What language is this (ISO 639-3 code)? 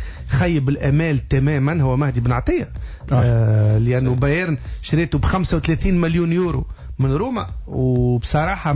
aeb